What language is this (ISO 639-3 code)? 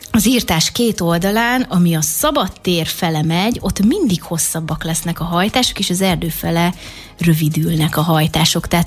hun